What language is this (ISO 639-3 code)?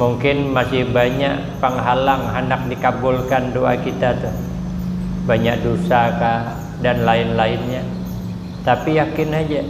bjn